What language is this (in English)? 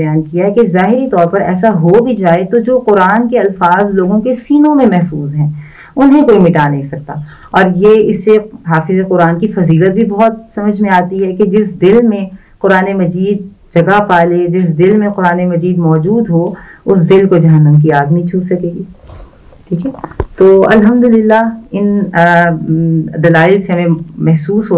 Urdu